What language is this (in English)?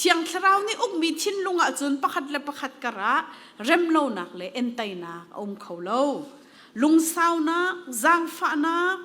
Hakha Chin